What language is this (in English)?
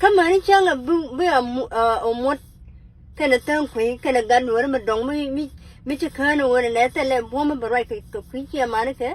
Nuer